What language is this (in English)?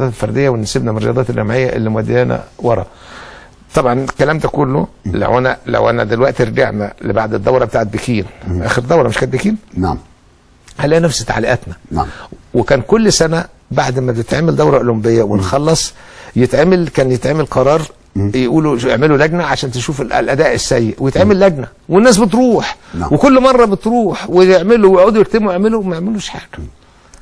Egyptian Arabic